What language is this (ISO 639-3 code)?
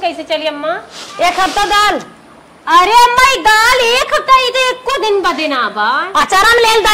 awa